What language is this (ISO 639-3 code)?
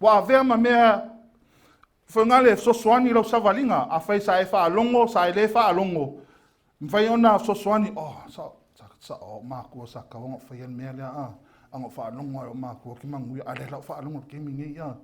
smo